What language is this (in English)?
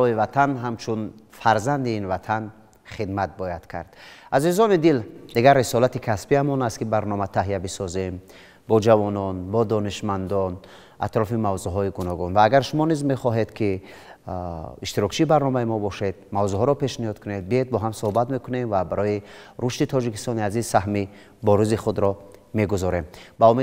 Tajik